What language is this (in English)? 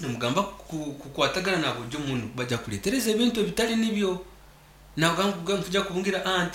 Nyankole